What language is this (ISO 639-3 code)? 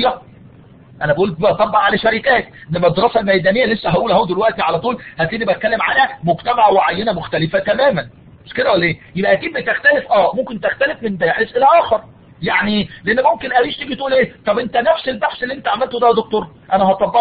arz